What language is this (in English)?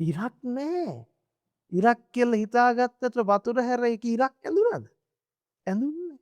Sinhala